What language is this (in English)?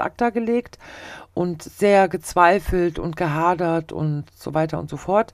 German